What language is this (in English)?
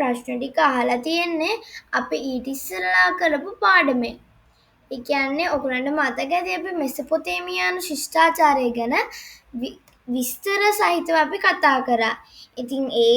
Sinhala